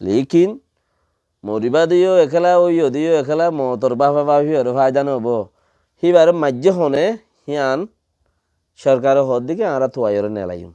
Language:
Rohingya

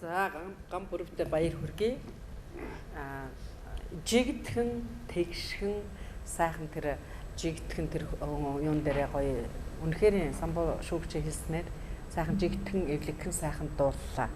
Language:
Mongolian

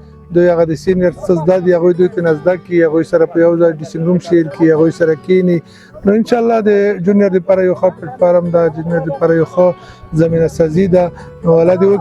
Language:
Pashto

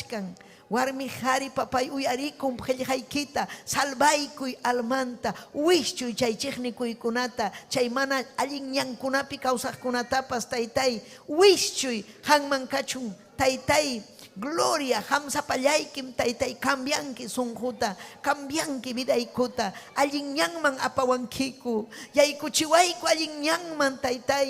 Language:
Ayacucho Quechua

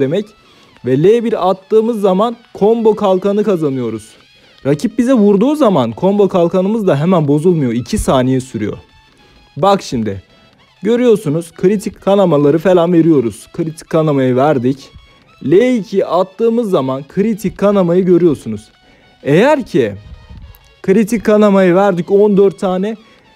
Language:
Turkish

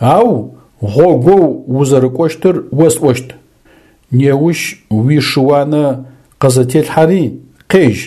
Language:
Adyghe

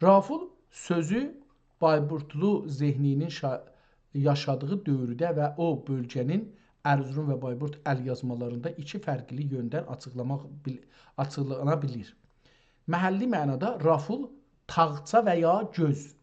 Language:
South Azerbaijani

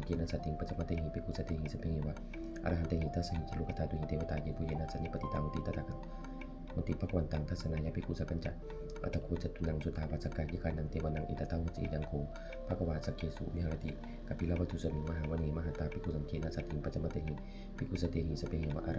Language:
Pali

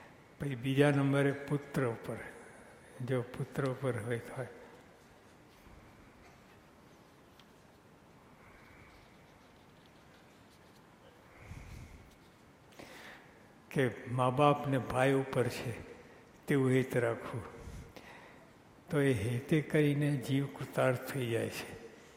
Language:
Gujarati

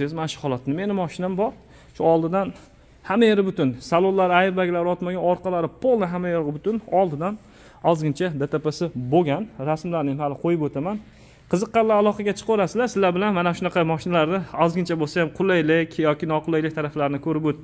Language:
Uzbek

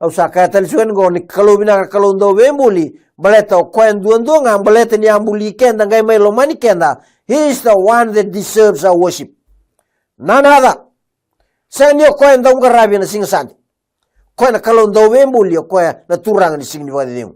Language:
Fijian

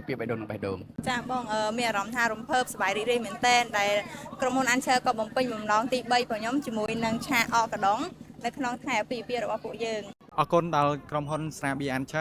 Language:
Khmer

